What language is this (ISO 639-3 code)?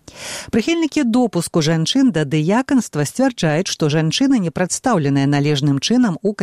bel